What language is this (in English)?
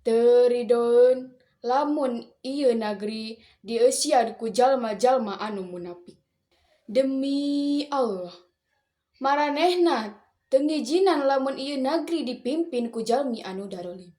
Sundanese